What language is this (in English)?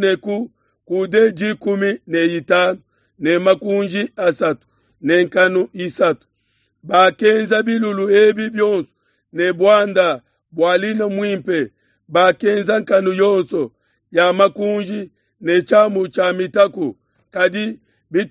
Luba-Lulua